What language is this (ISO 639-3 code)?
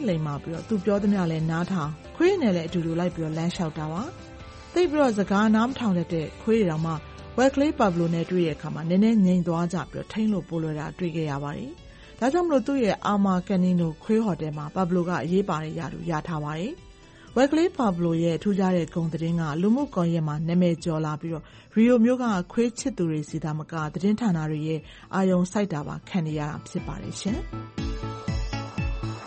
mya